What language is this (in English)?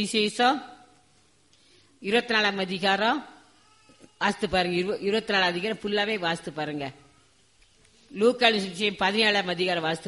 Tamil